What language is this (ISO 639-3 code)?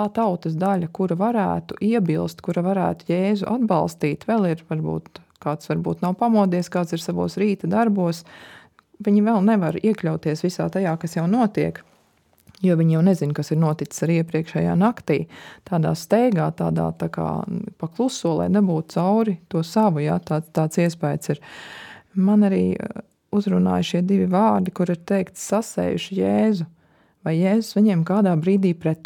lav